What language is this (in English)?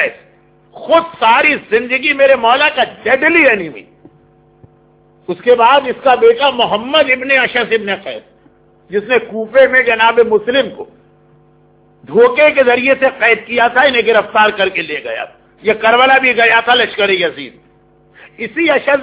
Urdu